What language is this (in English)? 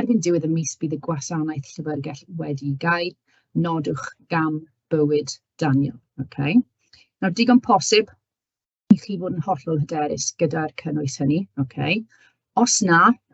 Welsh